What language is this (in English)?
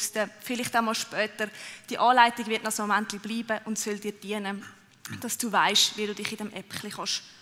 Swiss German